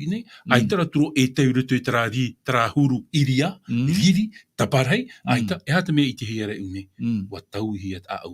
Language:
Tahitian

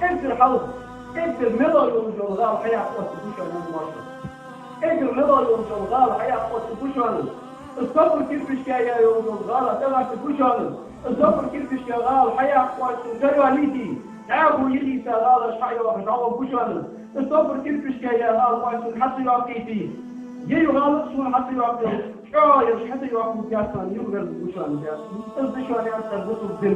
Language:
Ingush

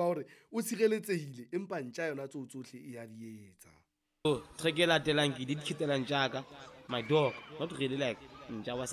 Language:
Southern Sotho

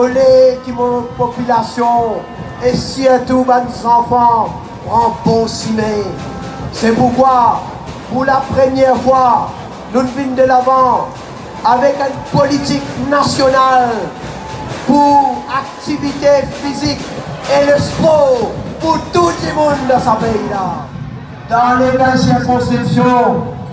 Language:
Morisyen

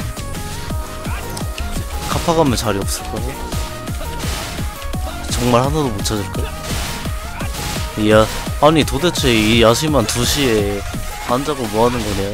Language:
Korean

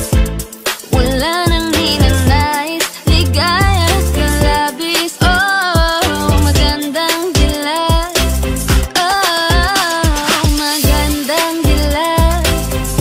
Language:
Filipino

